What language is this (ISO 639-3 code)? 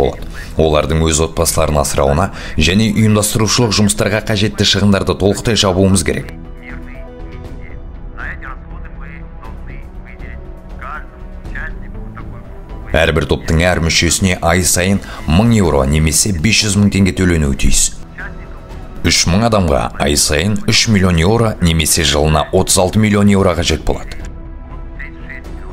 kaz